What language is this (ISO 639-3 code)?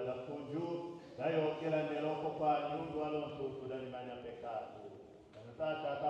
tll